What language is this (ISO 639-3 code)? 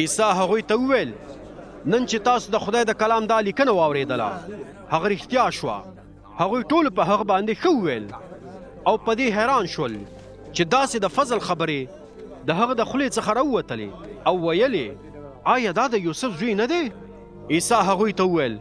pus